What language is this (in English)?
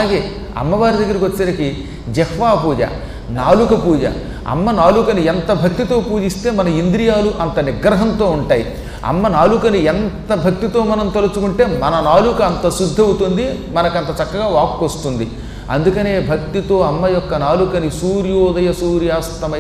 Telugu